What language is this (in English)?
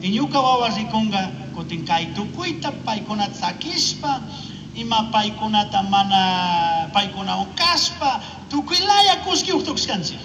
Chimborazo Highland Quichua